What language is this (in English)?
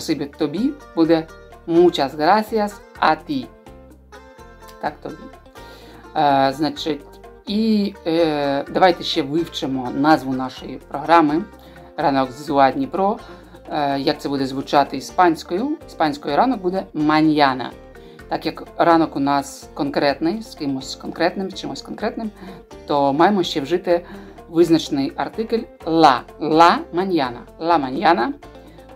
Ukrainian